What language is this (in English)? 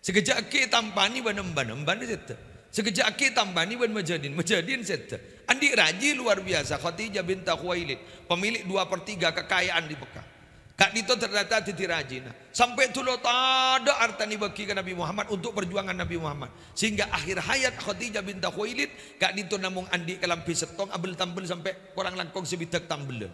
Madurese